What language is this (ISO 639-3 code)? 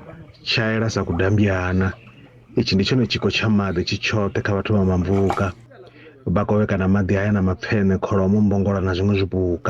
ven